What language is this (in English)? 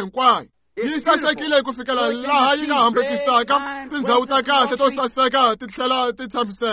Tsonga